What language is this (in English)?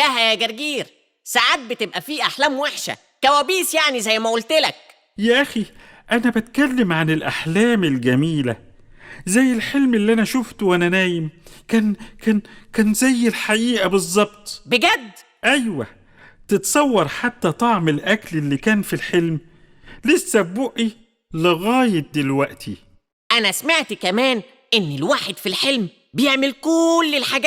Egyptian Arabic